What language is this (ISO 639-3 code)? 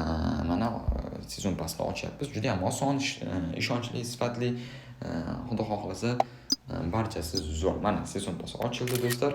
uzb